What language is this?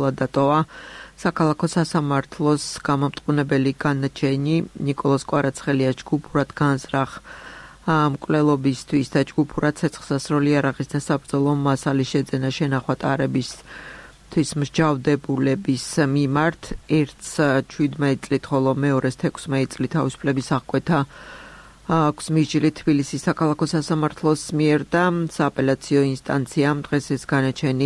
Georgian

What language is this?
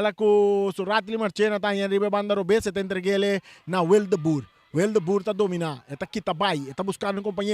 Papiamento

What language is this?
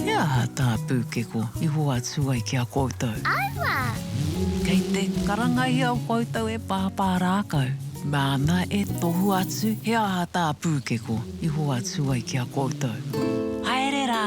Māori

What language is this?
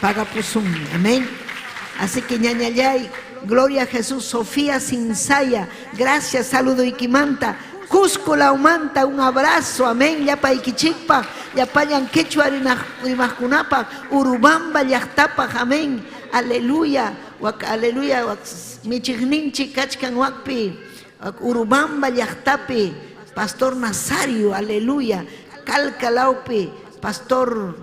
Ayacucho Quechua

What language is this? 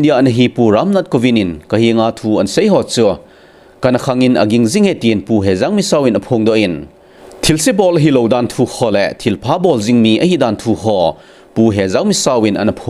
Thado Chin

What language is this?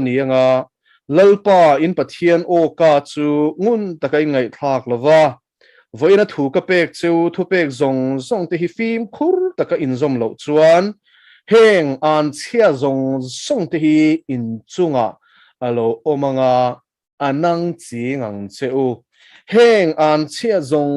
Mizo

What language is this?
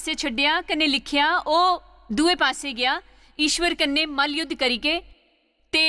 Dogri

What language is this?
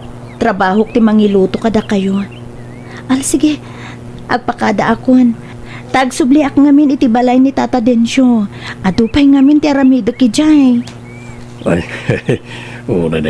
Iloko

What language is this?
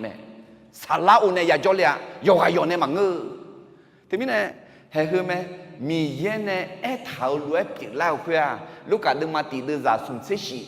Akha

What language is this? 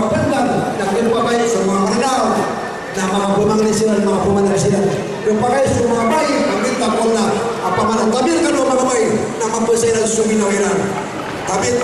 Maranao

